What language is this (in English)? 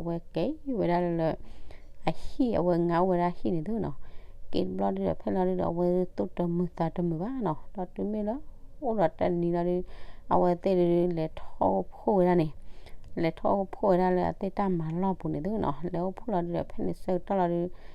S'gaw Karen